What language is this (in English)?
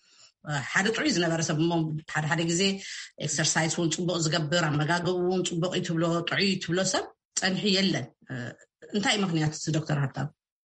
Tigrinya